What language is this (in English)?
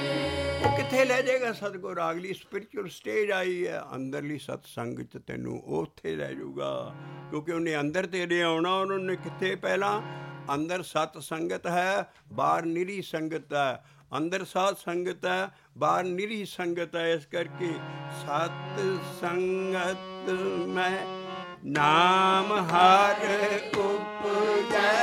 Punjabi